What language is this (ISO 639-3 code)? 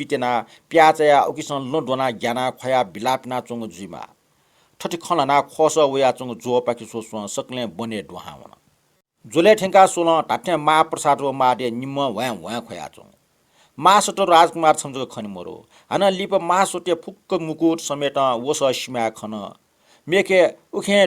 new